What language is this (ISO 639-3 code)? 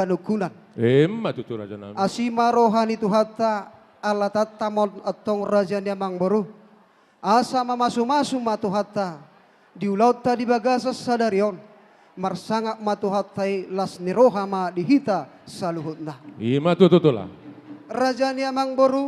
bbc